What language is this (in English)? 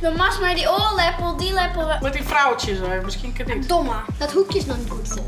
Western Frisian